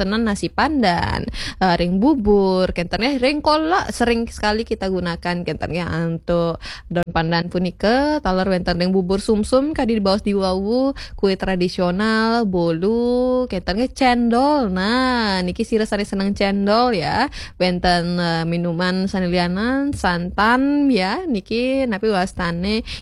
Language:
Balinese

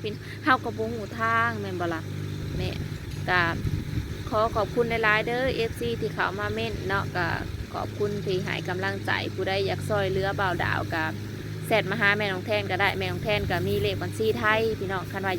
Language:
Northeastern Thai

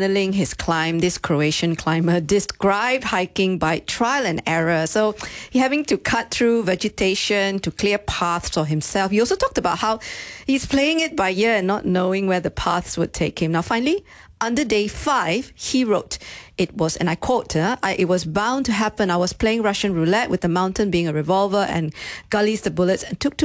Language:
English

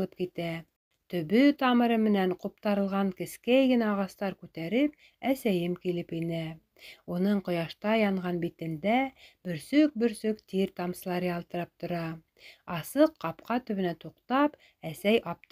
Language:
Bashkir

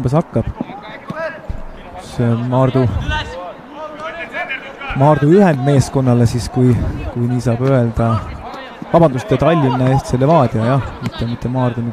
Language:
Estonian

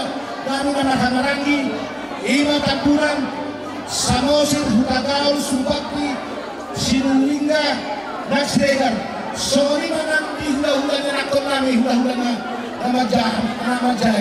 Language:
Batak Toba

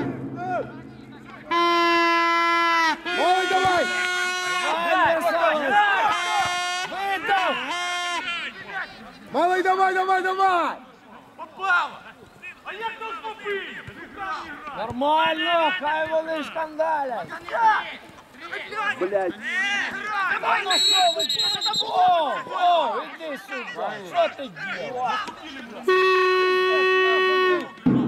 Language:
Ukrainian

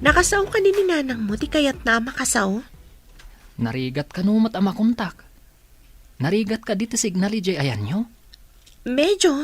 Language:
Iloko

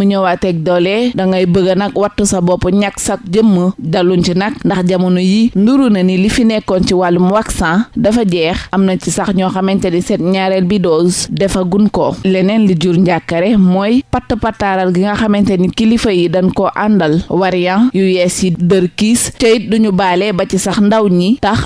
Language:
Wolof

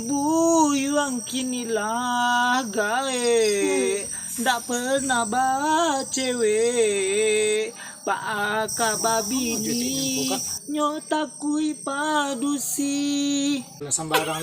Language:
Minangkabau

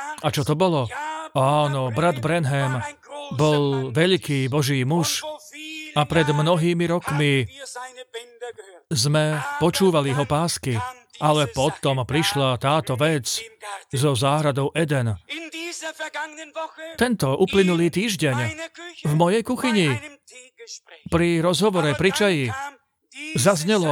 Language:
Slovak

